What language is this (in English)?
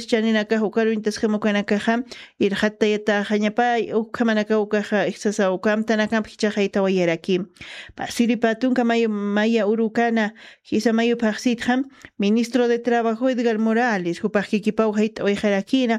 Aymara